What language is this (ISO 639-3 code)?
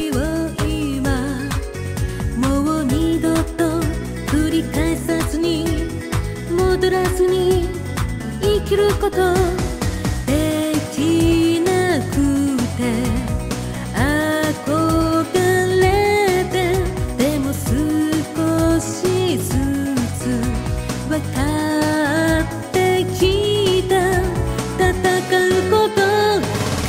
jpn